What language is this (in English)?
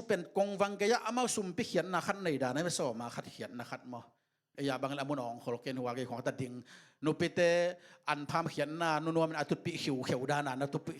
Tedim Chin